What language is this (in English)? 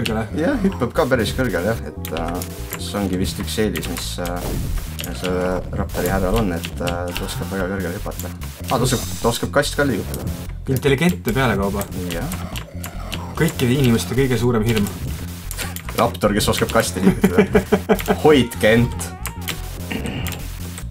Estonian